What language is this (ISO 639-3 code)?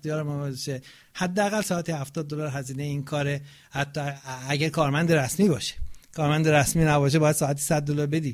fas